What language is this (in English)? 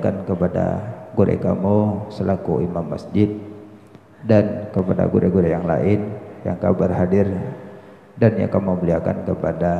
Achinese